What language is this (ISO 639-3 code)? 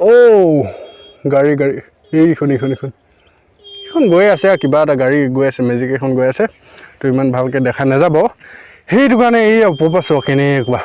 asm